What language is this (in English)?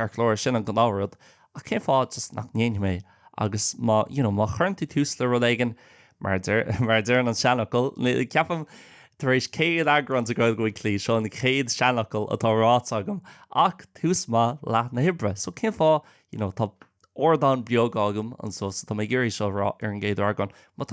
Irish